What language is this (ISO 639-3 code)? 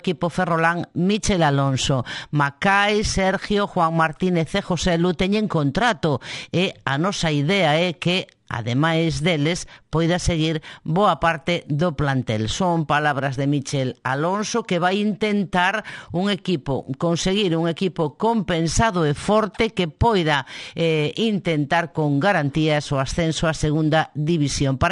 glg